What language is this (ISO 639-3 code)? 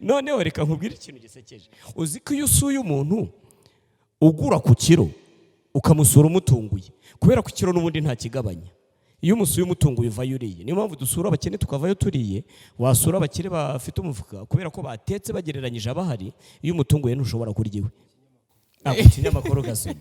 kin